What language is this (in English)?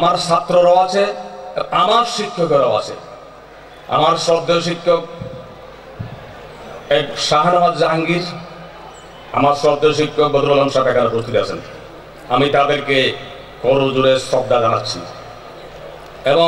Bangla